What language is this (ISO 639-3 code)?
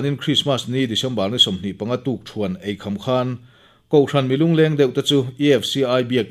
lus